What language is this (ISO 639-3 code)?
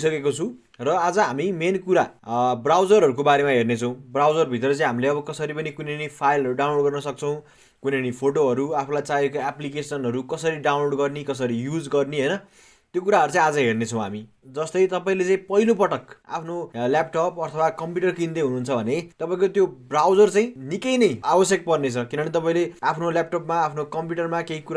nep